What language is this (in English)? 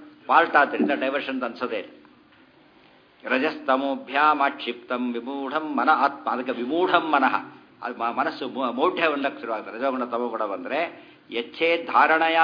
Kannada